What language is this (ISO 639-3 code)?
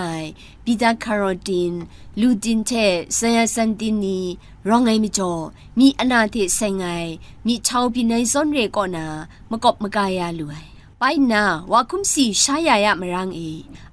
kac